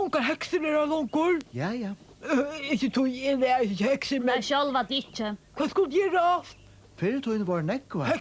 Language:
Faroese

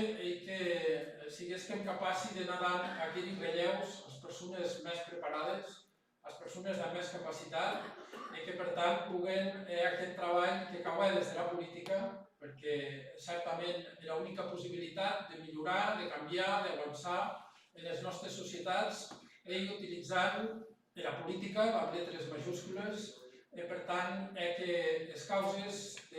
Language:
Occitan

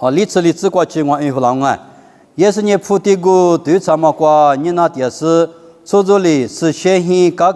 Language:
Lisu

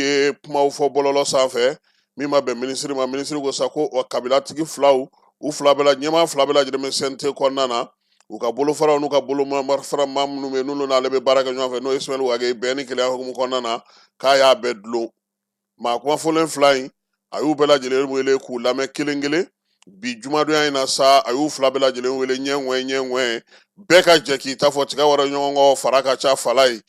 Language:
Bambara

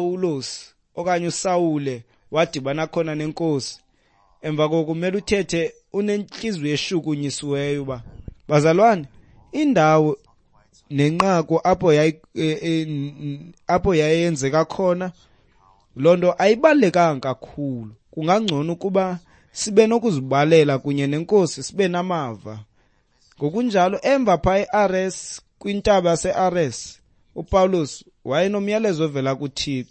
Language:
Xhosa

